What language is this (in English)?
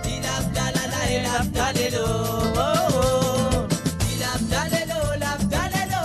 Morisyen